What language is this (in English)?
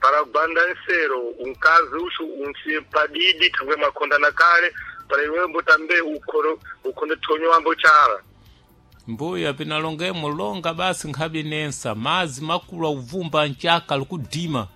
Sena